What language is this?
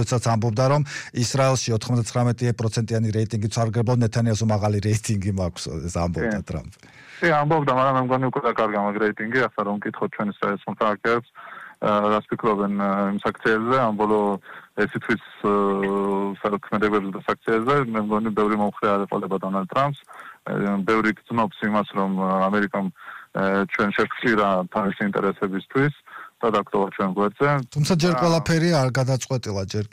Georgian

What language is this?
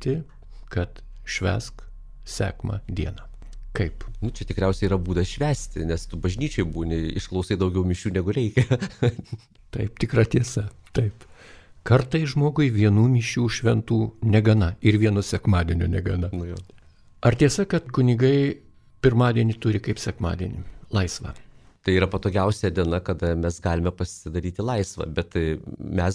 Lithuanian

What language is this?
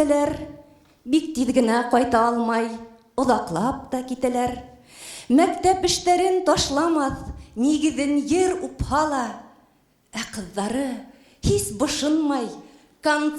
Bashkir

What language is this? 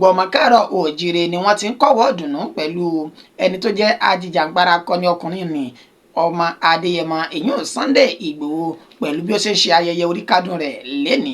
Yoruba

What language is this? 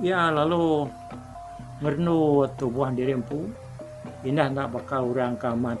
Iban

